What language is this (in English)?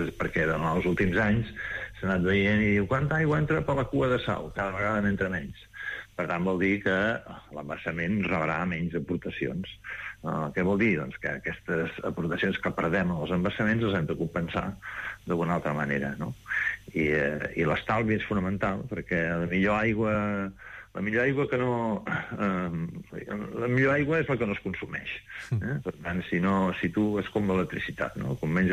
Catalan